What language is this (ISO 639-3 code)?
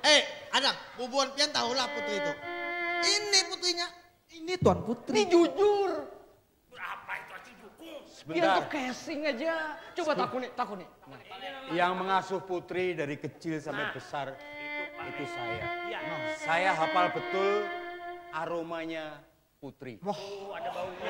bjn